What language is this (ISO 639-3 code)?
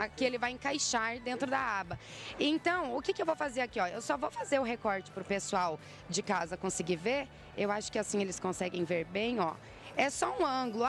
por